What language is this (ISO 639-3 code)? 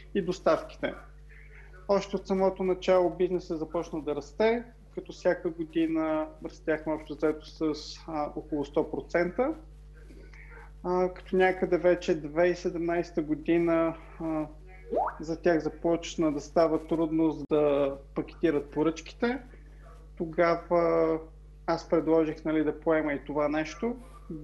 bul